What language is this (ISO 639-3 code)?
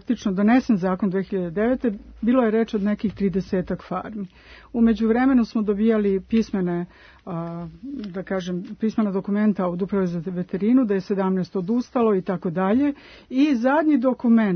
srp